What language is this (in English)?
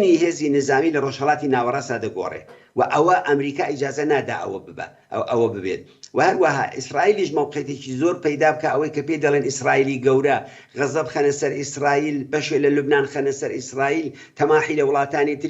Central Kurdish